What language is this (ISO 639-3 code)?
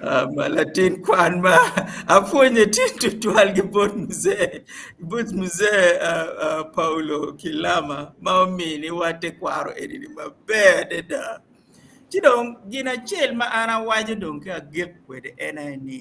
ach